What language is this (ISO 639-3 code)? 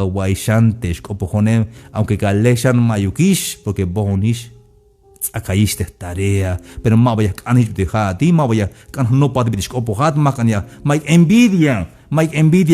tzh